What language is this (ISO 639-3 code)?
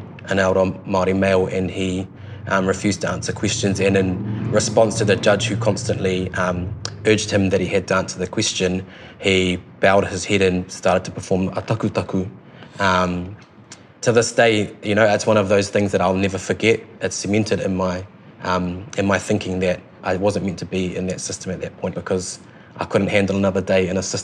eng